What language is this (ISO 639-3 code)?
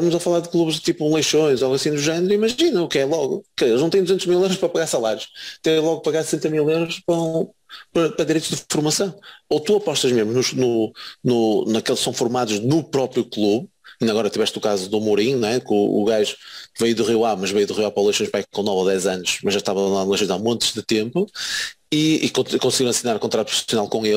por